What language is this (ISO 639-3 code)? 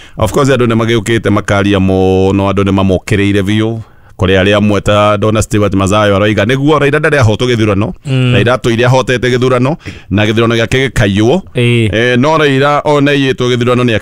kik